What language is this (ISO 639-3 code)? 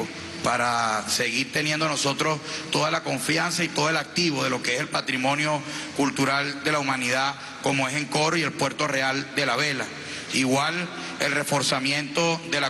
spa